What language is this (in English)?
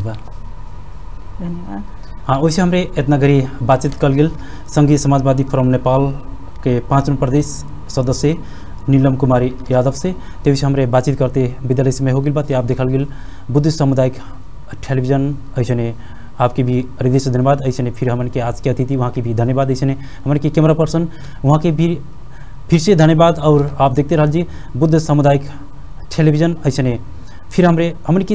Bhojpuri